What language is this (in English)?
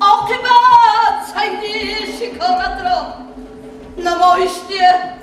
Tajik